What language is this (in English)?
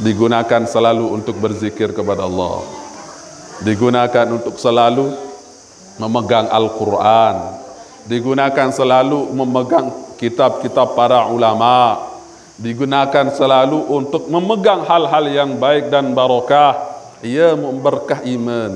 Sasak